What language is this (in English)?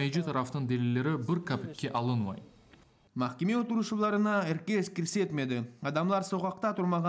Crimean Tatar